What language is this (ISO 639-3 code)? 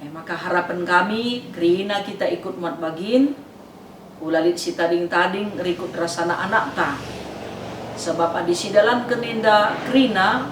btx